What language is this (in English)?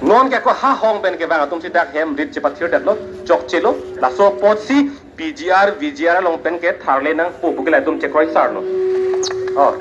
Karbi